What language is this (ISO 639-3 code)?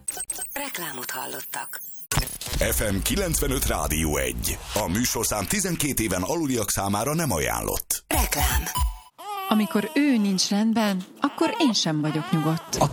hun